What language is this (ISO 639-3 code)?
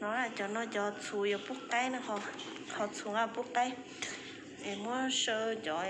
hmn